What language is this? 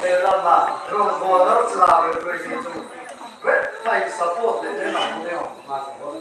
Riang (India)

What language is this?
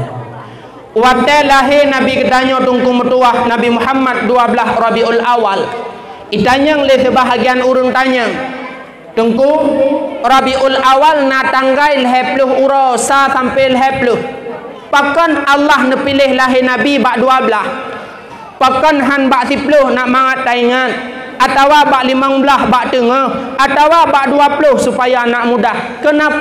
Achinese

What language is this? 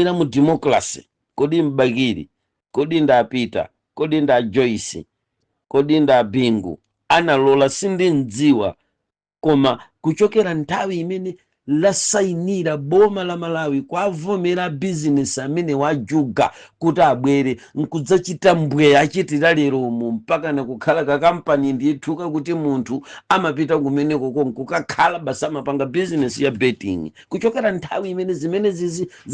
Nyanja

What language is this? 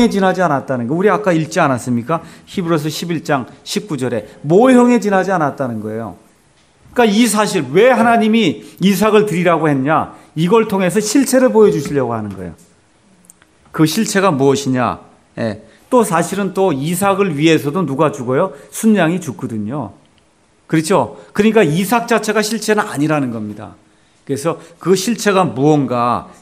Korean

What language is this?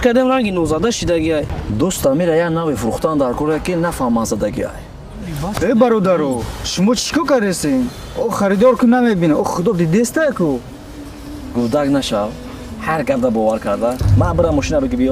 Tajik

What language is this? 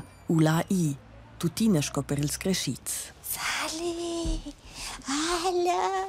Romansh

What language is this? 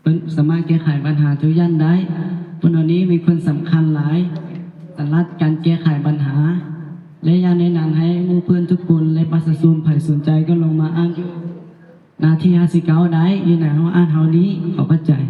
Lao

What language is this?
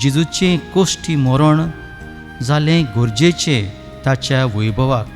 Konkani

